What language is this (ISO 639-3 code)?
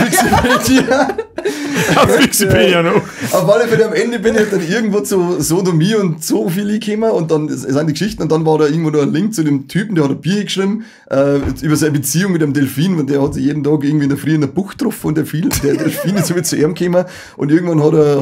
bar